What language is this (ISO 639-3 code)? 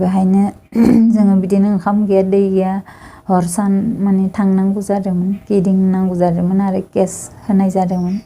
brx